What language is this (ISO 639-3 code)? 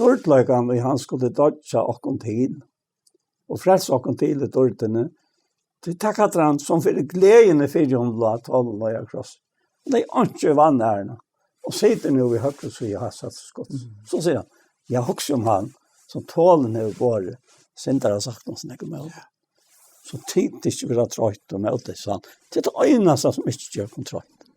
fao